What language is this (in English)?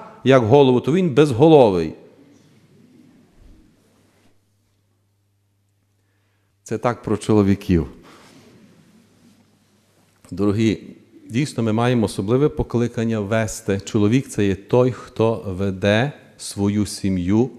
Ukrainian